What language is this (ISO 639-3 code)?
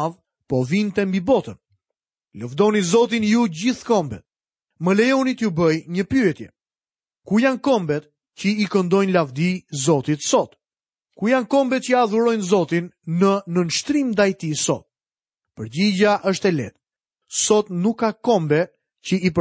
sqi